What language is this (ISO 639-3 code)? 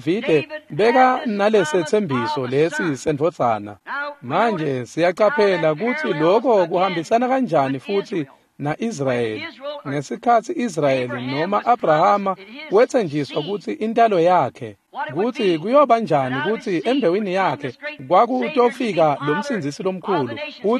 ssw